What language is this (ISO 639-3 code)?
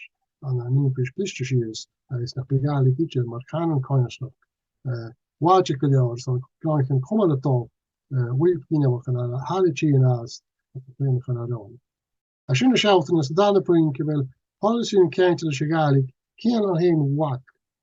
gla